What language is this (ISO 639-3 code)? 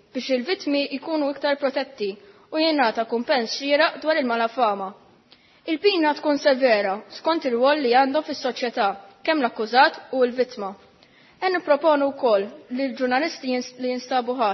mlt